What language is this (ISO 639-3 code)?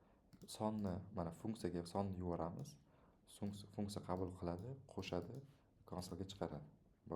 uzb